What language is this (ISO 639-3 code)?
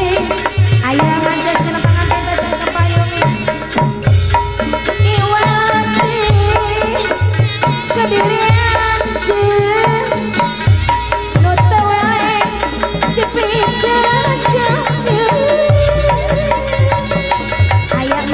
sun